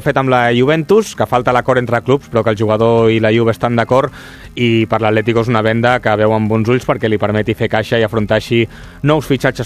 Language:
Catalan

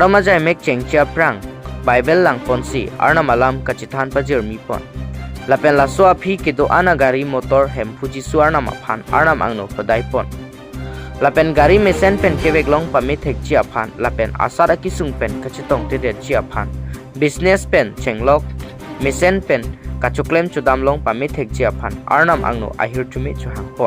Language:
Karbi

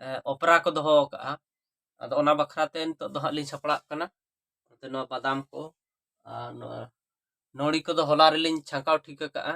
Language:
Santali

